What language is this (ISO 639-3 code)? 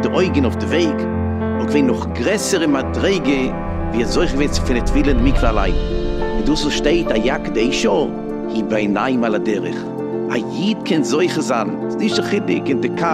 yid